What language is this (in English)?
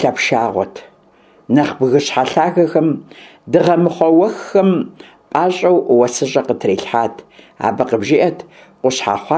Kabardian